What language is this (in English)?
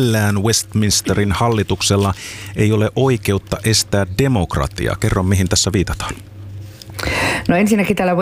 Finnish